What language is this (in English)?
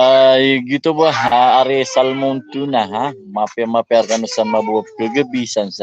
Maranao